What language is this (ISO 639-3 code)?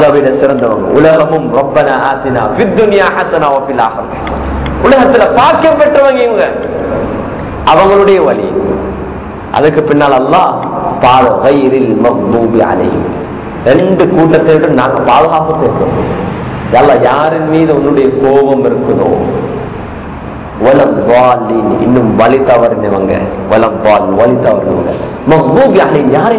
tam